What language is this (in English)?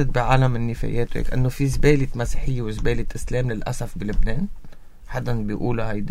North Levantine Arabic